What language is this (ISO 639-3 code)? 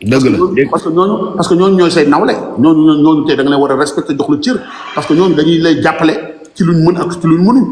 wol